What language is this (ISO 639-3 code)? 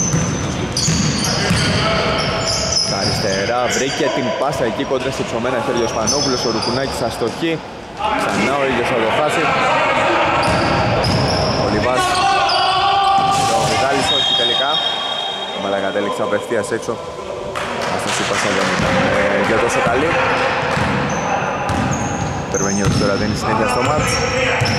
ell